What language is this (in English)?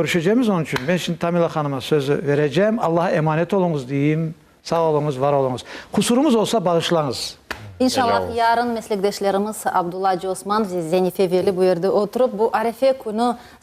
Crimean Tatar